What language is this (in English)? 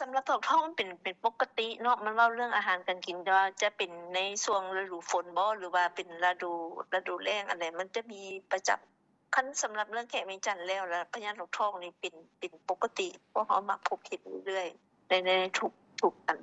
Lao